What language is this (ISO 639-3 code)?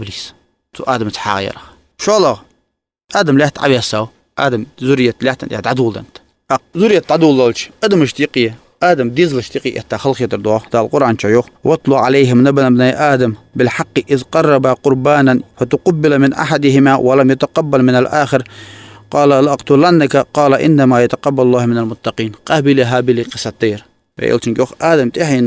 inh